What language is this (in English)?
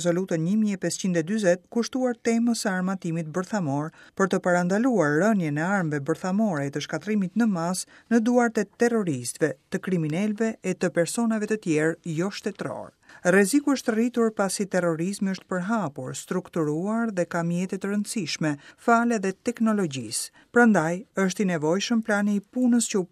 Albanian